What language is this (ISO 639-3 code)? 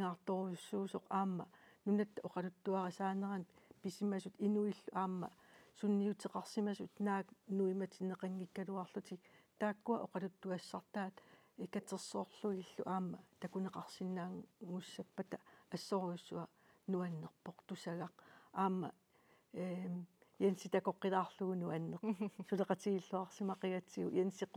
kal